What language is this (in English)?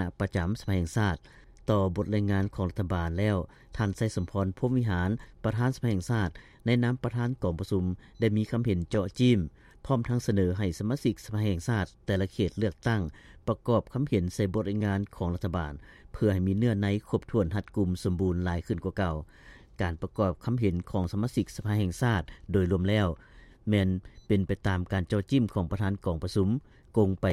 Lao